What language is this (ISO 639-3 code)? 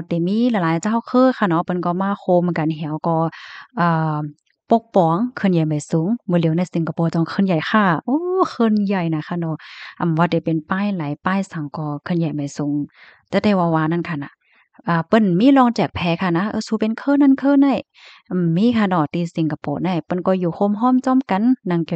shn